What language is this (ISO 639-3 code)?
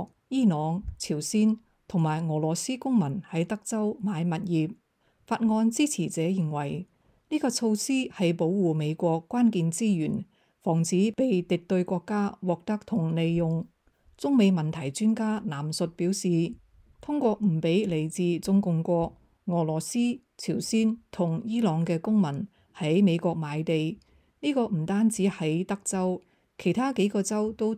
yue